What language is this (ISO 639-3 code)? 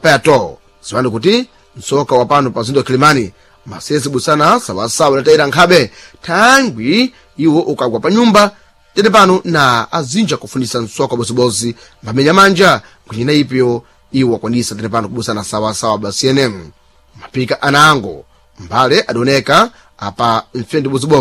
seh